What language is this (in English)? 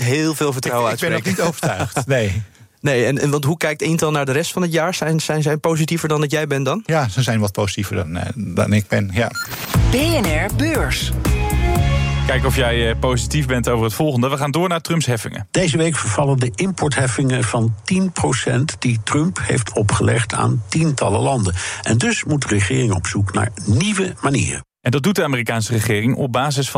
Dutch